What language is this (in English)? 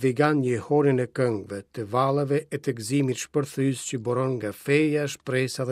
Albanian